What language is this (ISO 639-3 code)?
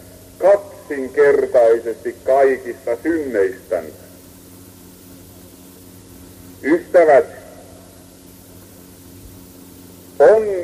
fin